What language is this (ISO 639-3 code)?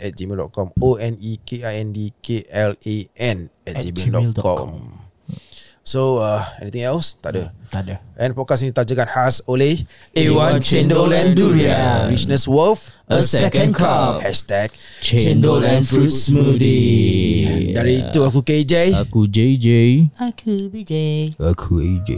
msa